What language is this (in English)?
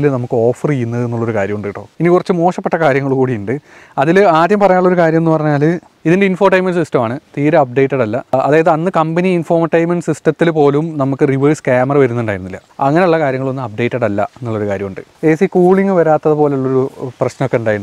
Malayalam